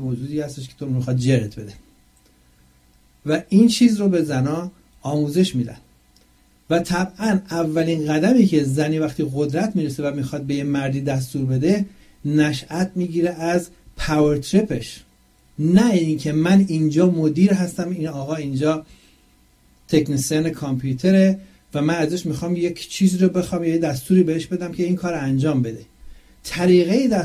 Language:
Persian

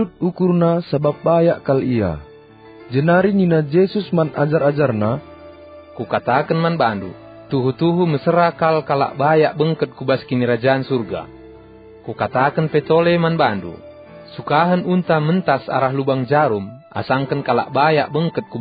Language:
Batak Karo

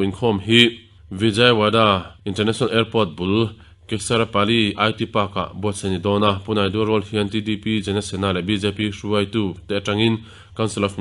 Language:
Mizo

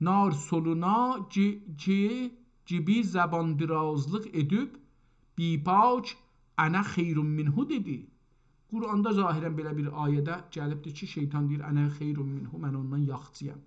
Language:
South Azerbaijani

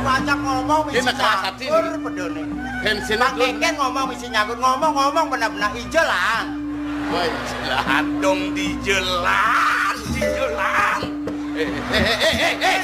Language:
Balinese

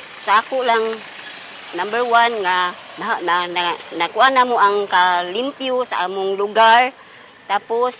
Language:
Cebuano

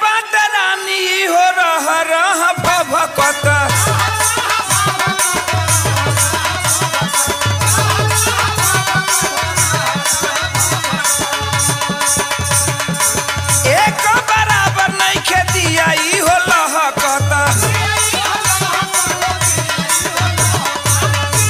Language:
Bhojpuri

